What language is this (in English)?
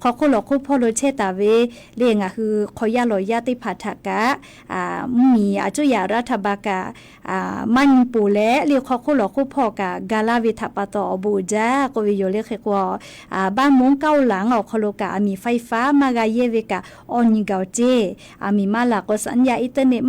Lahu